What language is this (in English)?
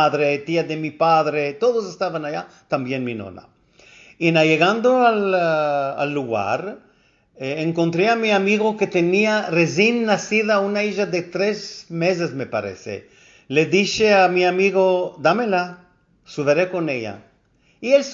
Ladino